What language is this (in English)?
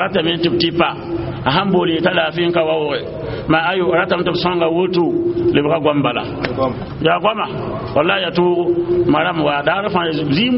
Mossi